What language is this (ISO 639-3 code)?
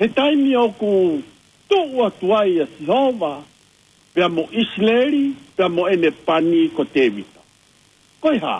ton